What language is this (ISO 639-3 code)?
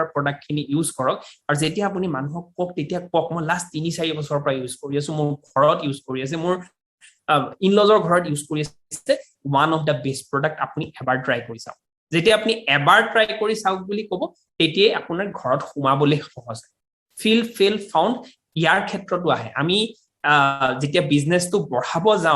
asm